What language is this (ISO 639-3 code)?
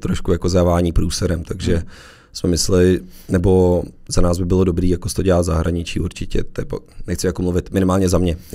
ces